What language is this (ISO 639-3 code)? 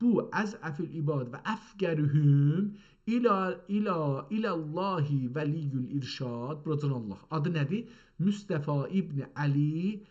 azb